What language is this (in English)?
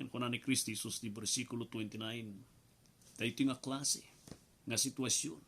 Iloko